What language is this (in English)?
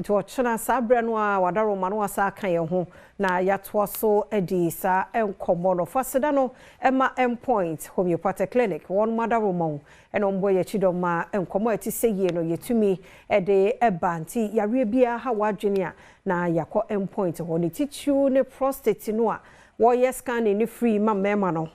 Akan